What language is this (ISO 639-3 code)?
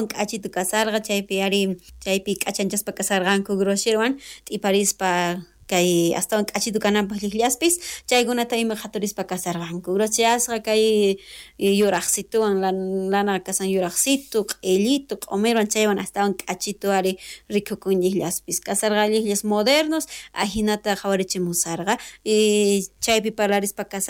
quh